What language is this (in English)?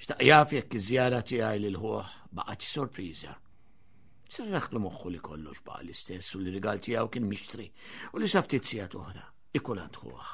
Maltese